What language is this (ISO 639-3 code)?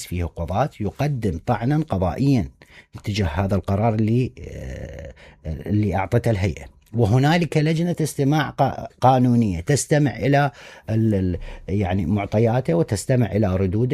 acm